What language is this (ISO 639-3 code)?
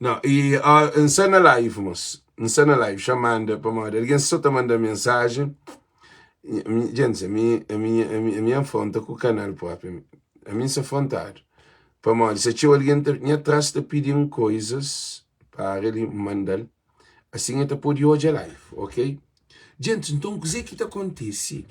kea